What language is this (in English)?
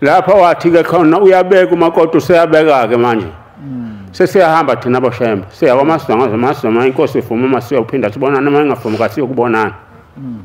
Zulu